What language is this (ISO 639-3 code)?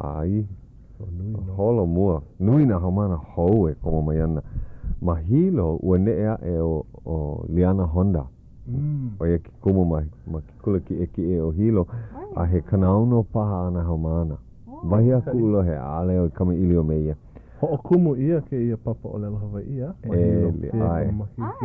haw